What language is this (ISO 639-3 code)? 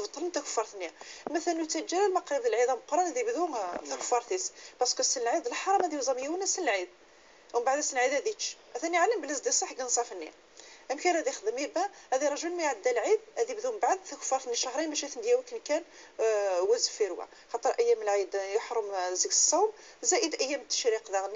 kab